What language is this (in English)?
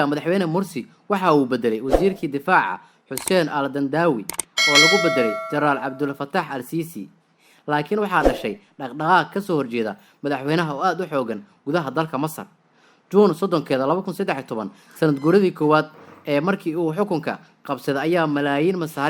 Somali